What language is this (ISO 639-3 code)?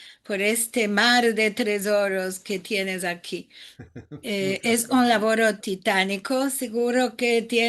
lad